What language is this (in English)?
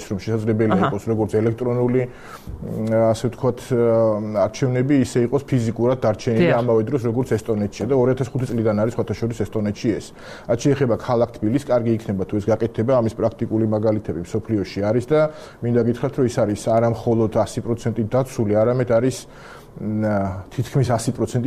Georgian